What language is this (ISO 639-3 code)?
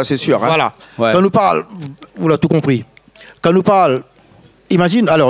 rcf